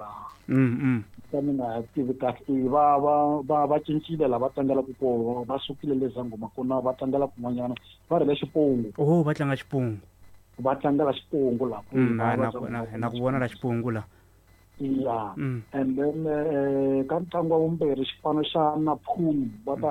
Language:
Tsonga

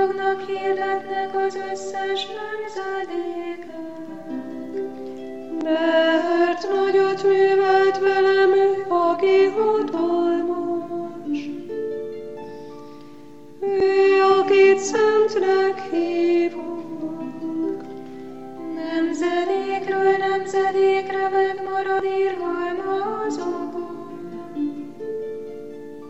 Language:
Hungarian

